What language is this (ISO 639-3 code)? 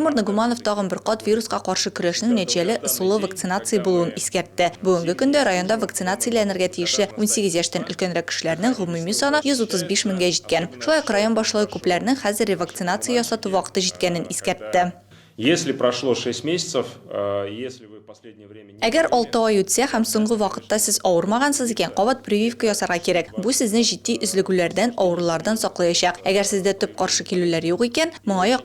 tat